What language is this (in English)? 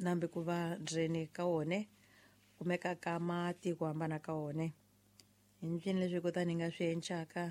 Tsonga